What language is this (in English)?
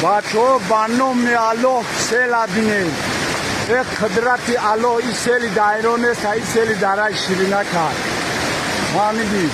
Tajik